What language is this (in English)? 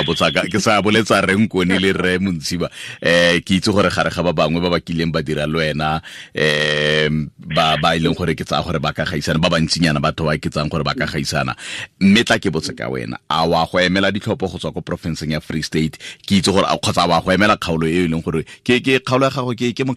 Tswana